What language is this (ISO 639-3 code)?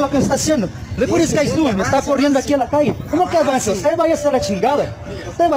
spa